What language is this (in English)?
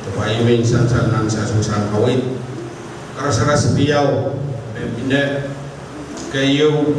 Pohnpeian